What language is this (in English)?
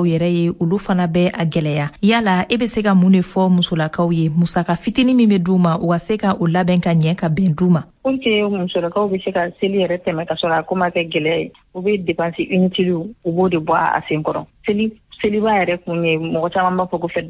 Bambara